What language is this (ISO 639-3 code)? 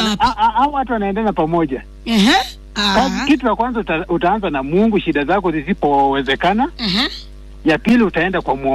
swa